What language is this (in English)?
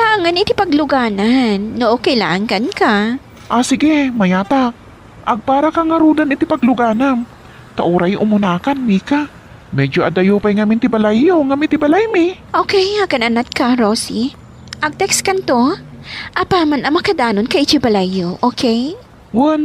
Iloko